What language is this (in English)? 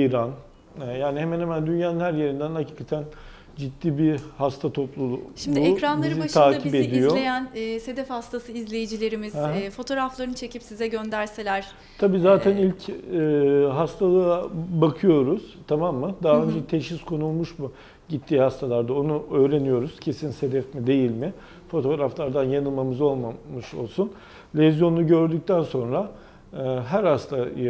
Turkish